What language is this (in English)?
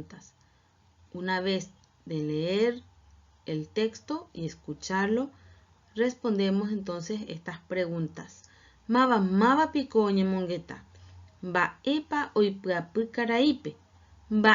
Guarani